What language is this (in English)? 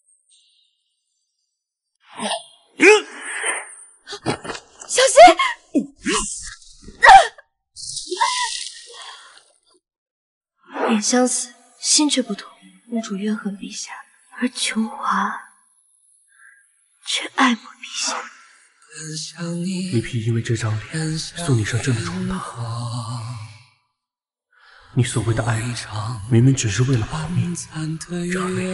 Chinese